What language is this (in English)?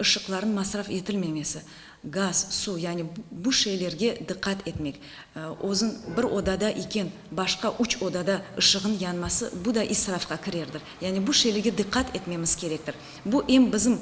Crimean Tatar